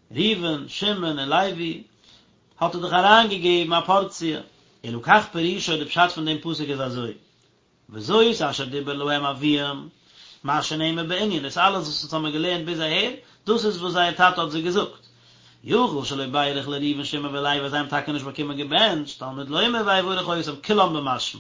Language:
Yiddish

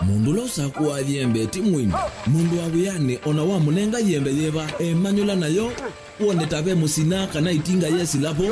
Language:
Kamba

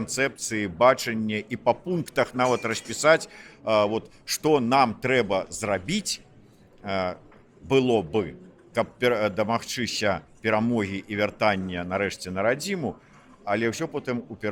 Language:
Belarusian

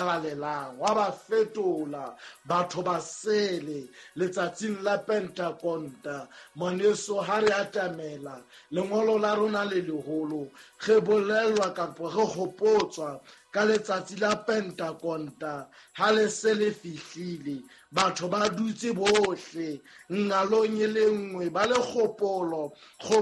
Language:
Southern Sotho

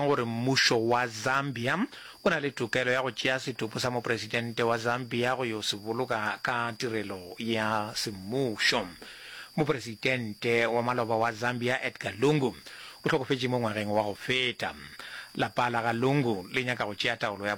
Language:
Northern Sotho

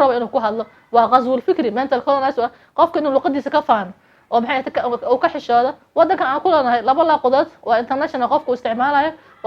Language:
Somali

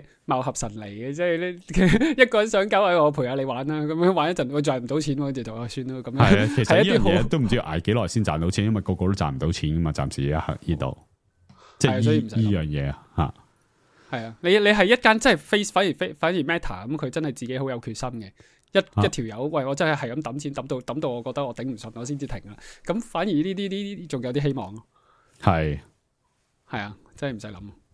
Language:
Cantonese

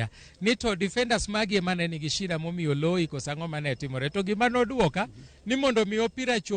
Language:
Luo (Kenya and Tanzania)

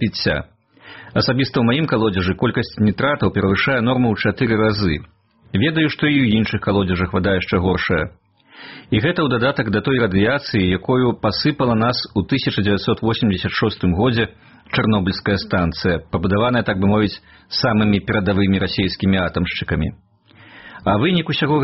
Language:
Belarusian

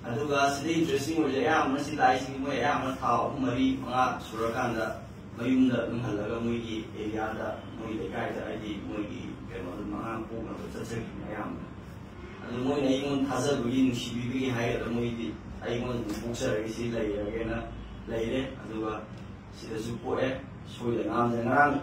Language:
Manipuri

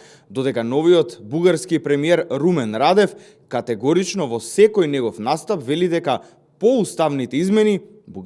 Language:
Macedonian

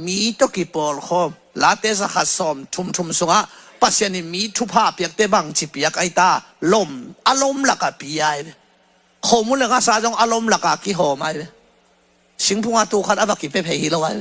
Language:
Tedim Chin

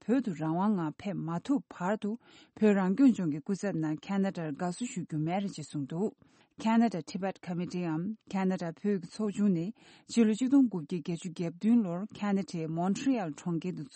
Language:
Tibetan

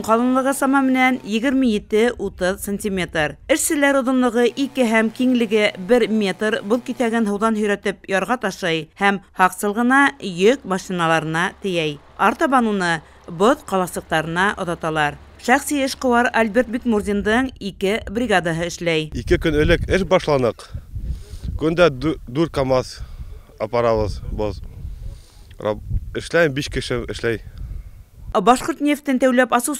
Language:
Bashkir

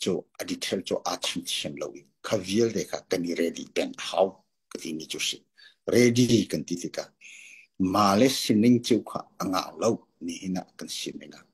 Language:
Hakha Chin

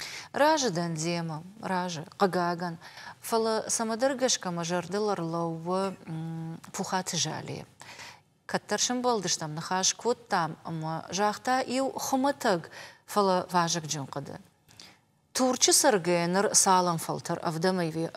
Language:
Ossetic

